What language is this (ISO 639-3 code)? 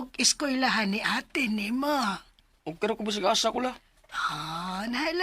ceb